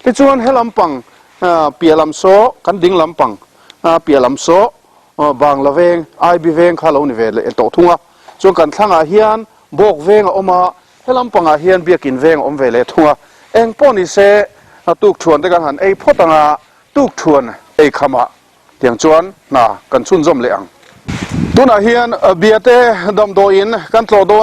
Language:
Mizo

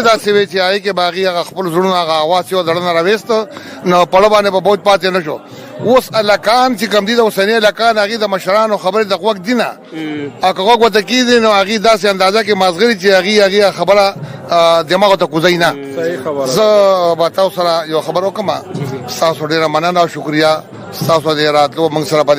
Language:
Pashto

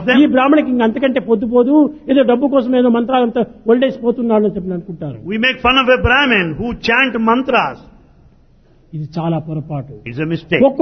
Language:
Telugu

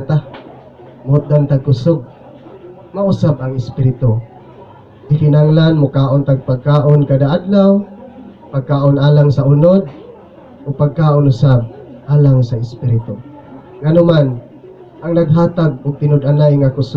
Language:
Cebuano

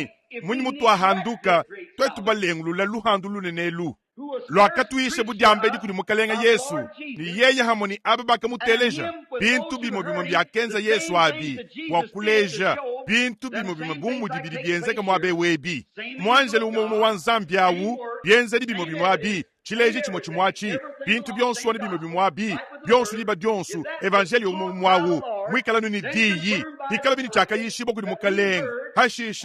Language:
Luba-Lulua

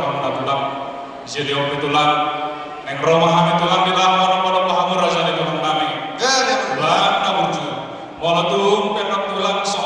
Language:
Batak Toba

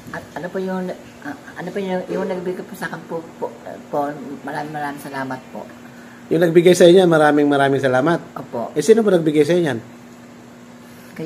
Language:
Filipino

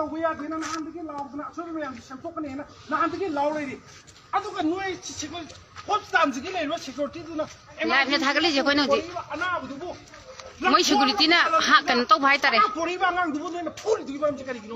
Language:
Manipuri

